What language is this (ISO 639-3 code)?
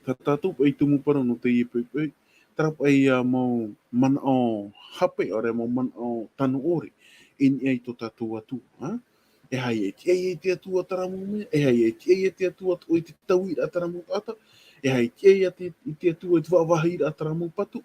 tah